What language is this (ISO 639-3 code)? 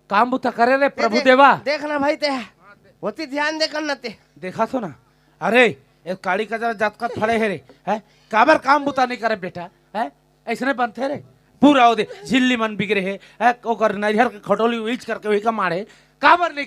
hne